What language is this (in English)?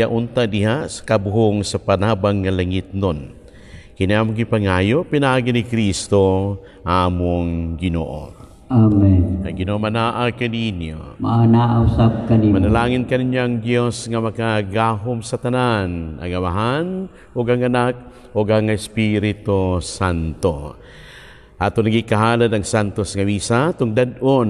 Cebuano